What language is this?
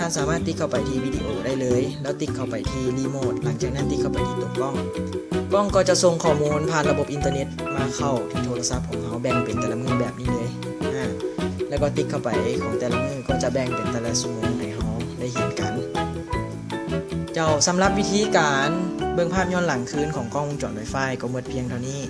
Lao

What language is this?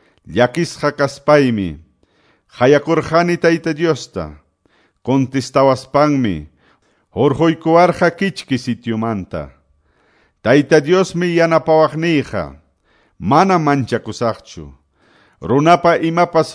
Quechua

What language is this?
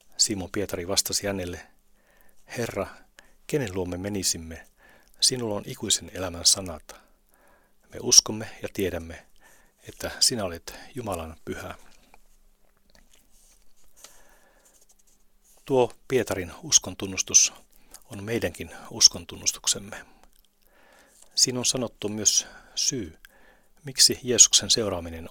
Finnish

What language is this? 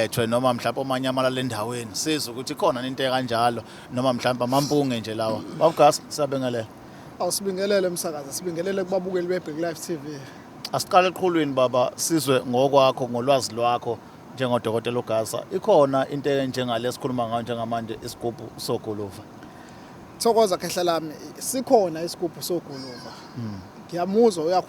Zulu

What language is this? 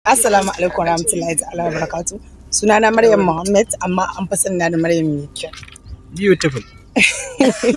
Hausa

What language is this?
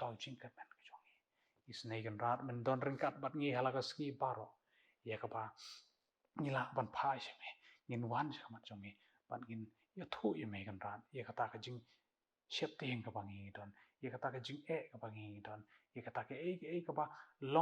Khasi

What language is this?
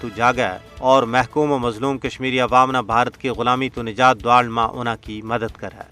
Gujari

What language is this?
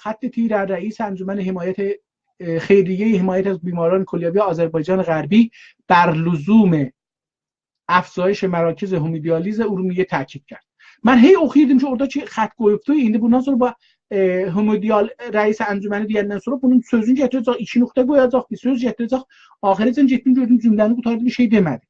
South Azerbaijani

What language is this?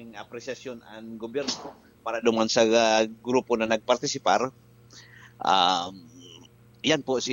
Bikol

